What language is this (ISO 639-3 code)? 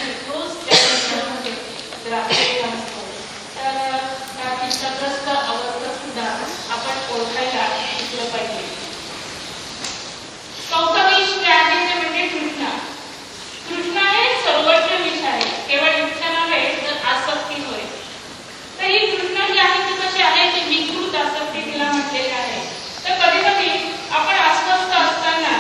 mar